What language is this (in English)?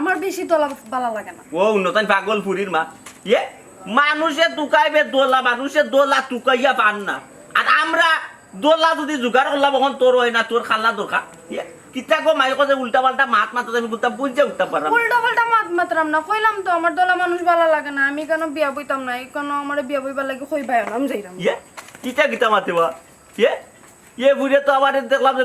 Sylheti